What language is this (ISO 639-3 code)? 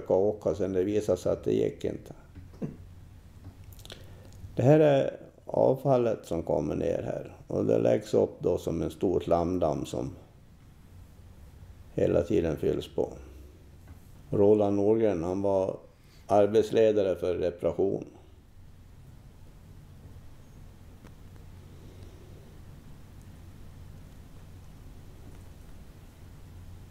swe